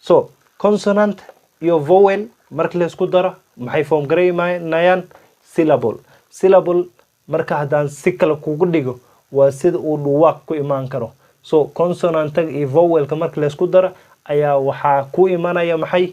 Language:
Somali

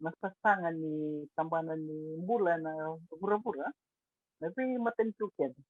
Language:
Fijian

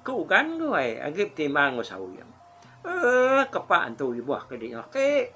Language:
Iban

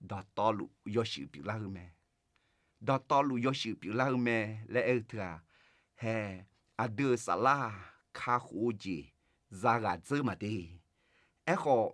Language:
Akha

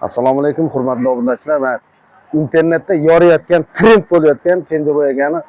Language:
Uzbek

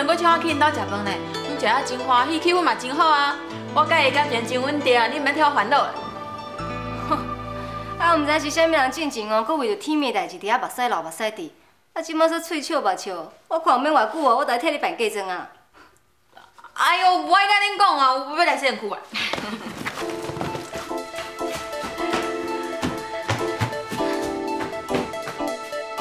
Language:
Min Nan Chinese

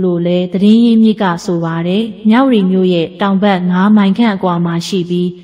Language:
Burmese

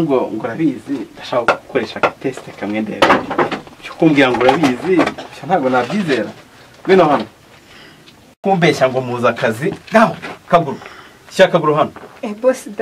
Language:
Kinyarwanda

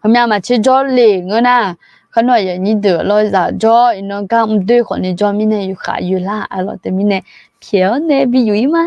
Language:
Akha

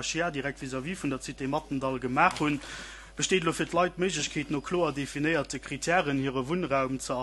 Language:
Luxembourgish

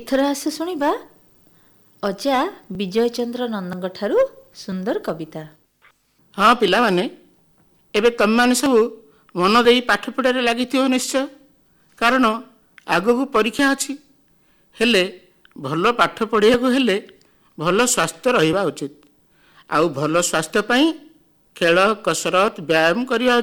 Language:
Odia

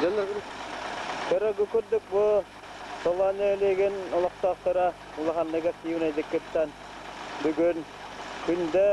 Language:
Yakut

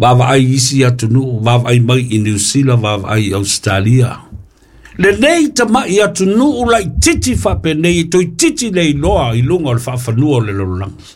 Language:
Samoan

